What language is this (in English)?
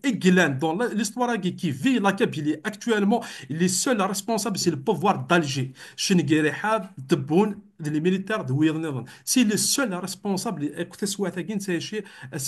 Kabyle